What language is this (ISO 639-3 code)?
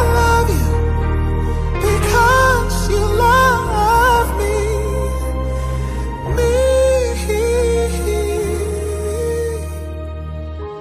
eng